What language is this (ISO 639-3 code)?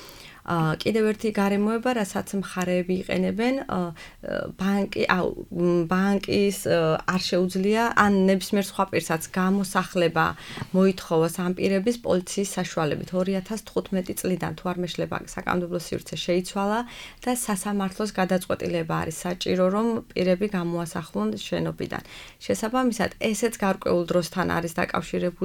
kat